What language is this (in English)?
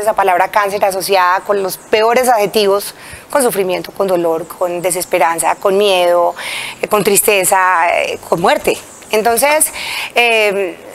Spanish